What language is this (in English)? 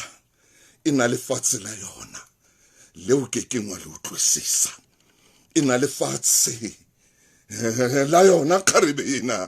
Southern Sotho